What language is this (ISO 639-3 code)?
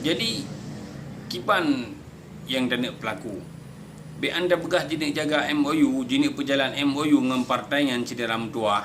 ace